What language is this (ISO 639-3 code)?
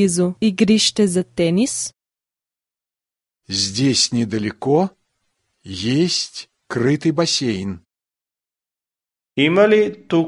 bul